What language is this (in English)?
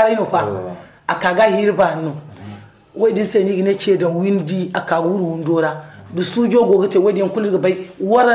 Zarma